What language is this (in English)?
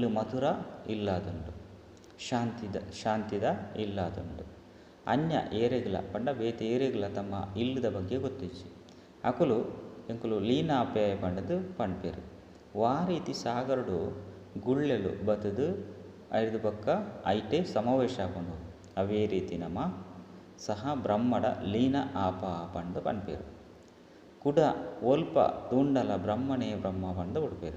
Tulu